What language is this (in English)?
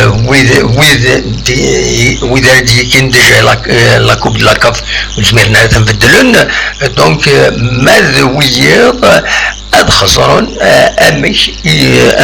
Kabyle